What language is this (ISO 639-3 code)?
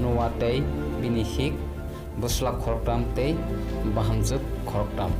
trp